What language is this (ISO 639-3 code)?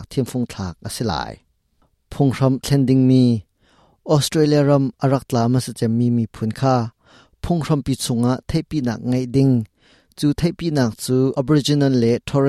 cnh